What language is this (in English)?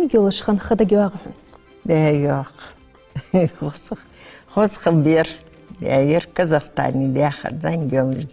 Ingush